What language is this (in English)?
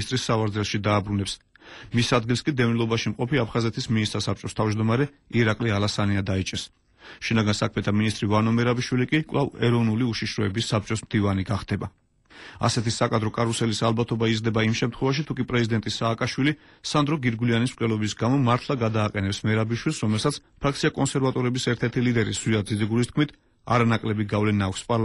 Georgian